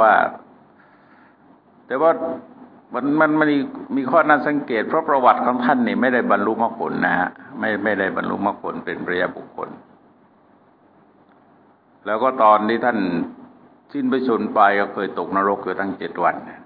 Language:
Thai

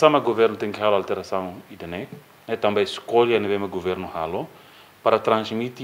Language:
Tetum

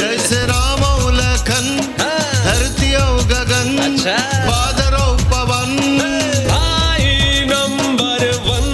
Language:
Chhattisgarhi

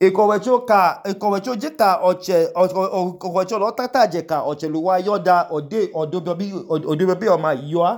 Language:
Idoma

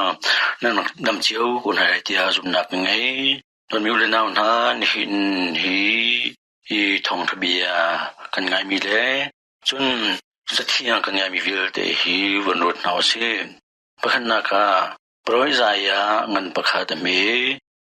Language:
Hakha Chin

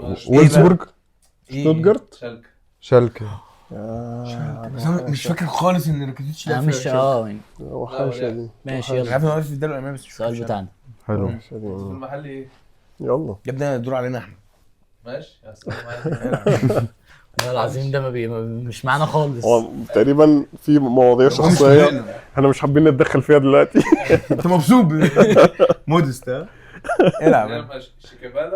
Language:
Egyptian Arabic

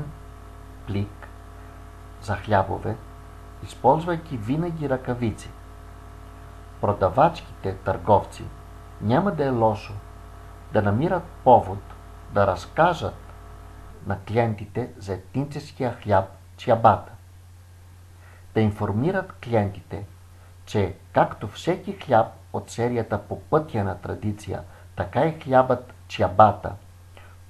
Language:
Bulgarian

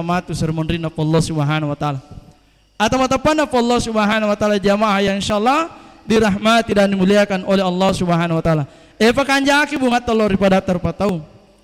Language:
Buginese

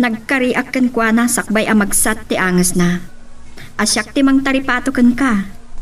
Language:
Iloko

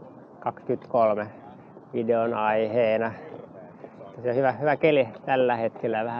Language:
Finnish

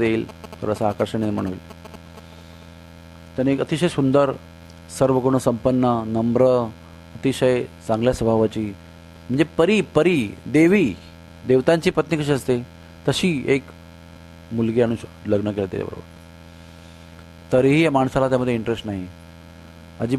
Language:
Marathi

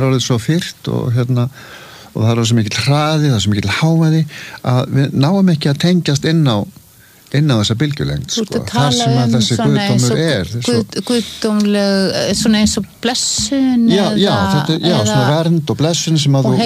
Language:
Icelandic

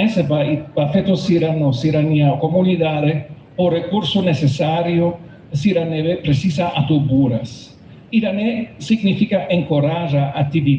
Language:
Tetum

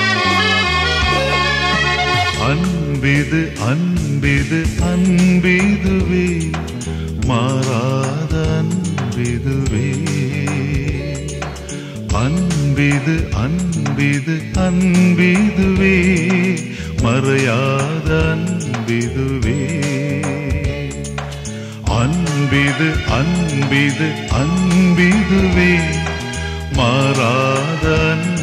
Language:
Tamil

